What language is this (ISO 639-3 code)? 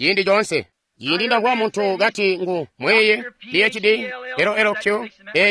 toi